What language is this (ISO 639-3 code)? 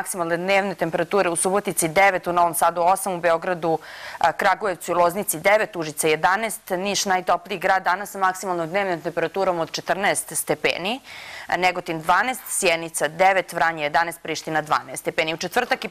srp